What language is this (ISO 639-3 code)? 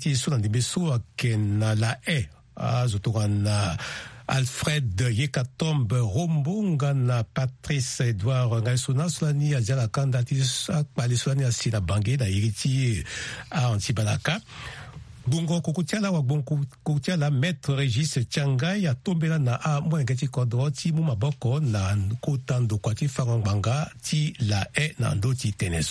sag